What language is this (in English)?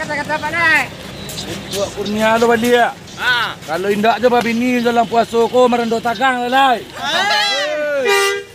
Minangkabau